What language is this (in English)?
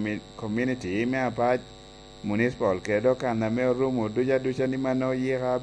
Lango (Uganda)